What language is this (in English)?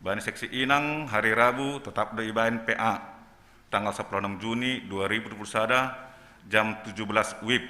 Batak Simalungun